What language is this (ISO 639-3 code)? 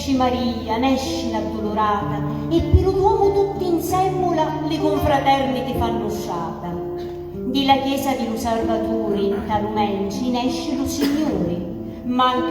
scn